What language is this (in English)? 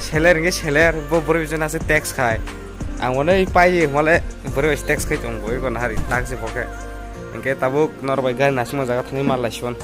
Kok Borok